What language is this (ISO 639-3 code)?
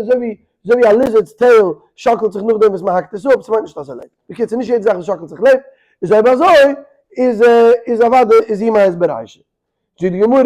yid